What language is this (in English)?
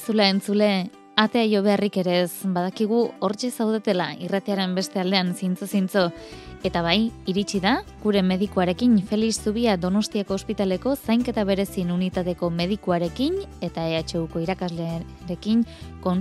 Basque